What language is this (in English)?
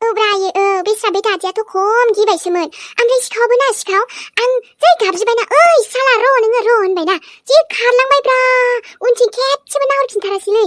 Bodo